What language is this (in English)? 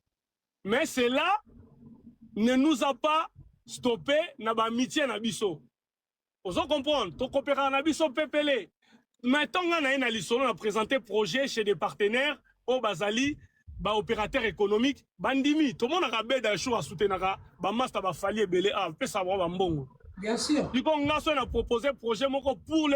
Lingala